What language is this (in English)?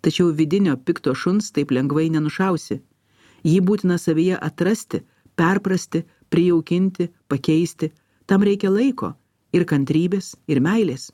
Lithuanian